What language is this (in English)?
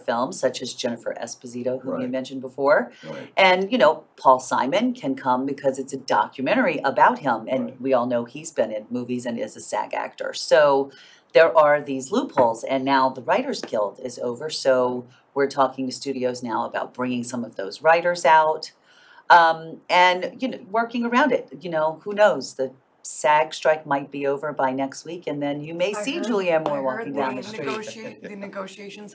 English